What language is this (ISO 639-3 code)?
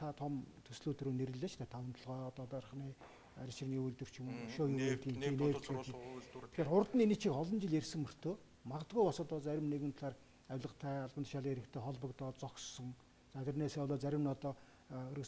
mon